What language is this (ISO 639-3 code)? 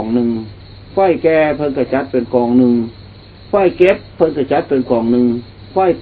lao